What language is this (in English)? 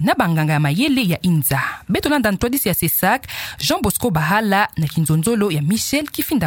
Kituba (Democratic Republic of Congo)